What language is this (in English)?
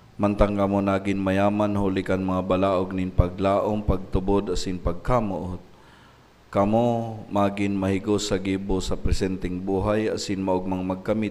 Bikol